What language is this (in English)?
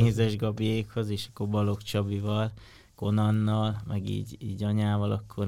Hungarian